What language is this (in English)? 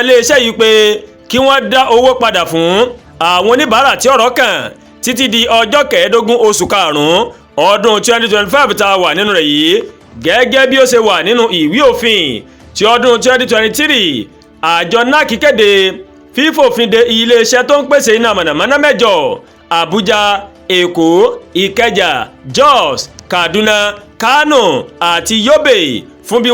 Yoruba